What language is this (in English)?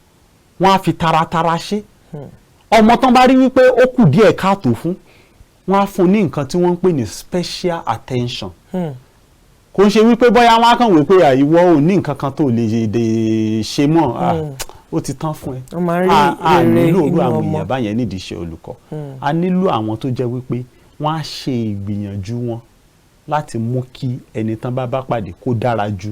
Yoruba